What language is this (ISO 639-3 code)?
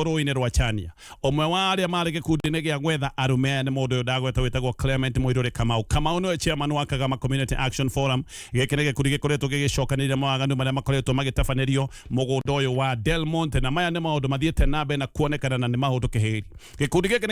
kik